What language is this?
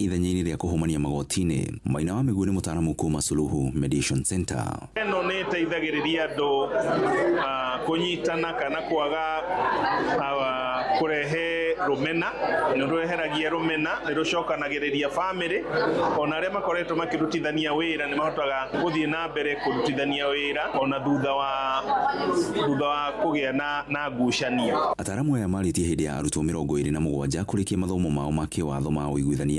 Kikuyu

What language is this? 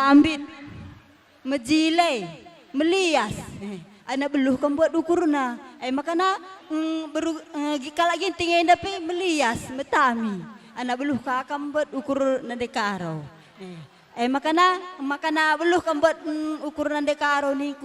Batak Karo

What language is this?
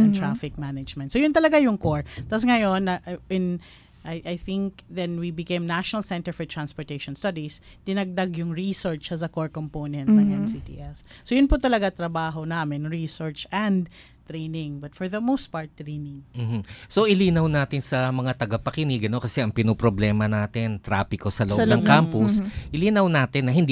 Filipino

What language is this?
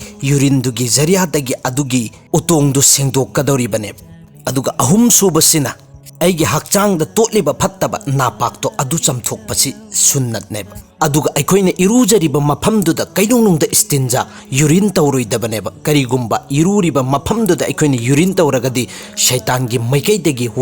Manipuri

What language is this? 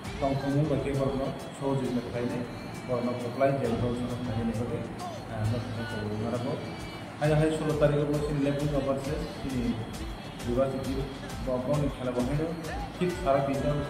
Kok Borok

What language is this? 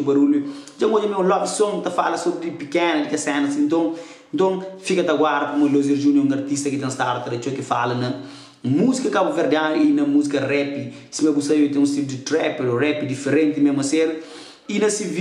Kabuverdianu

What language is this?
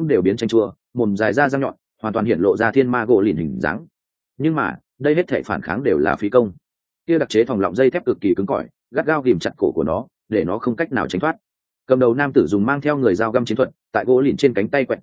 Vietnamese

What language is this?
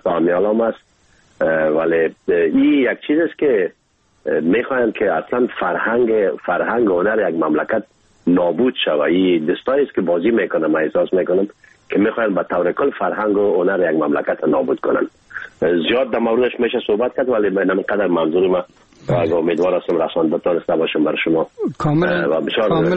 Persian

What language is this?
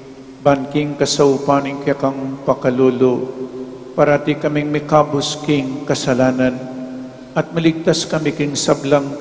Pampanga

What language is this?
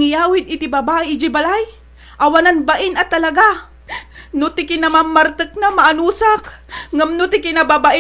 Iloko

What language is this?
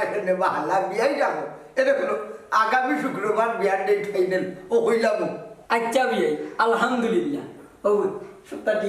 Sylheti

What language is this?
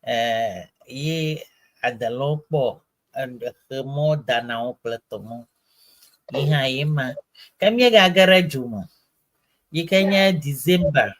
Ewe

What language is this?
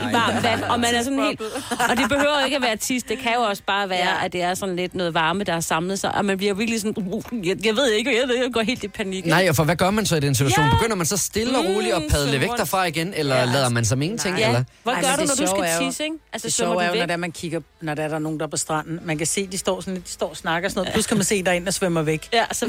Danish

